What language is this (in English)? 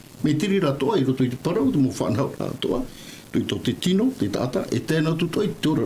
Tahitian